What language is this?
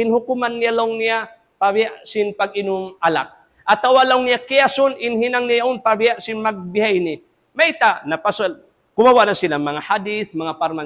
Tausug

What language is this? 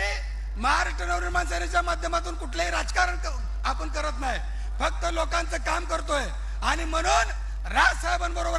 Marathi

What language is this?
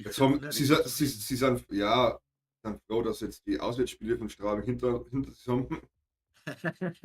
Bavarian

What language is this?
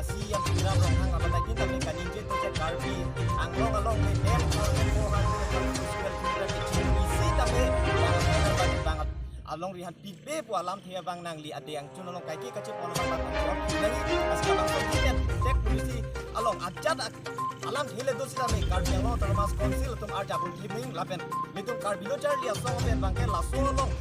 Karbi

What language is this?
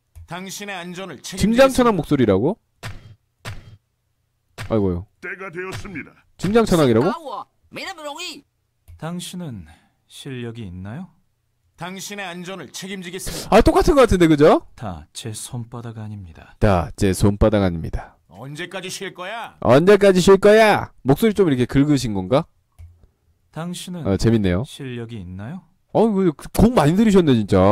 Korean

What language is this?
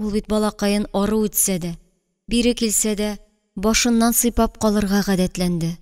Tatar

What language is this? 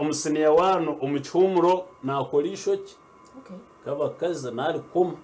Nyankole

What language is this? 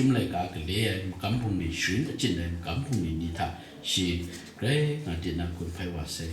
Kachin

